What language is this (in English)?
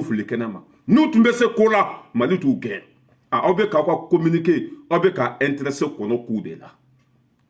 Bambara